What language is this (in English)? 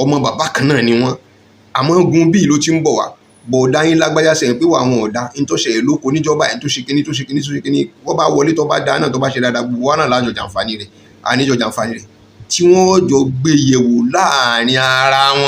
Yoruba